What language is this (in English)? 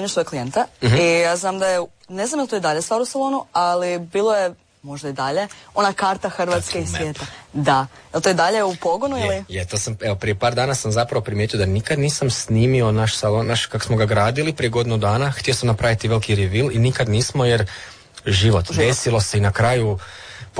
Croatian